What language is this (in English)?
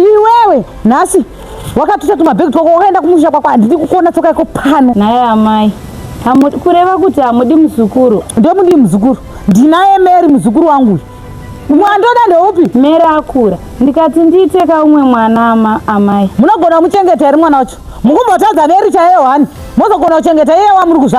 Shona